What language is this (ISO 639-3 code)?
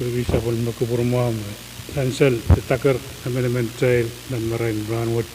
pon